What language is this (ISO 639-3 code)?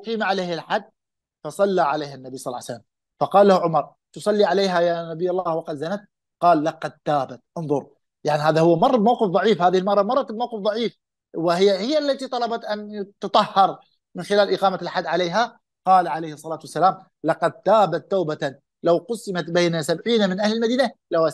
ara